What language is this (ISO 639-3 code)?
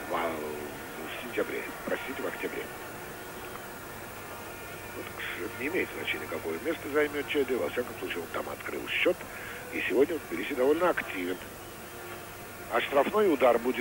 rus